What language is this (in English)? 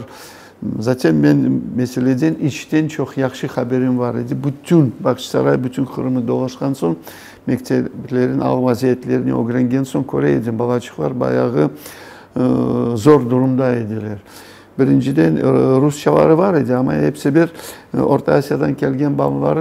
Crimean Tatar